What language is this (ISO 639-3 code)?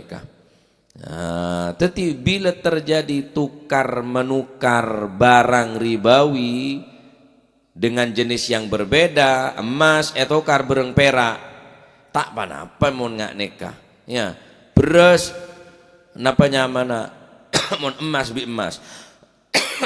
mad